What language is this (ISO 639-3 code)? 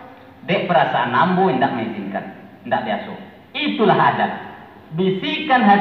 min